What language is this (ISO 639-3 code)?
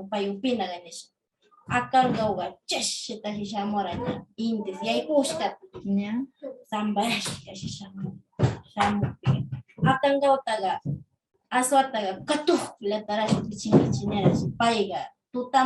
qvz